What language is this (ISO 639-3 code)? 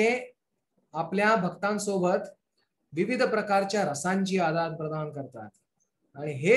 mar